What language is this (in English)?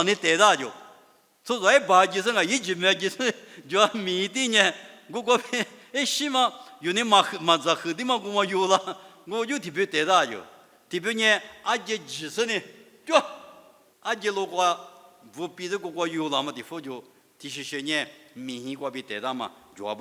Lisu